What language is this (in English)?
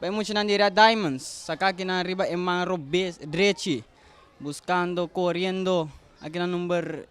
Papiamento